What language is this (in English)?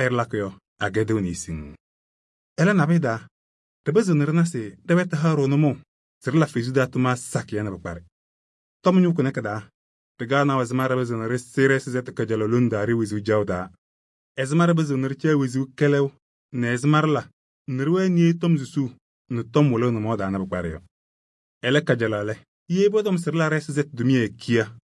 Kabiyè